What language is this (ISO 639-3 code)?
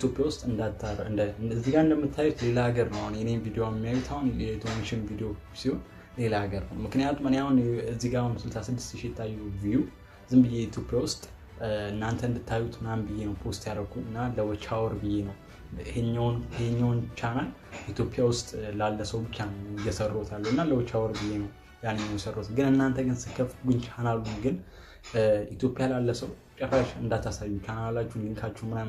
amh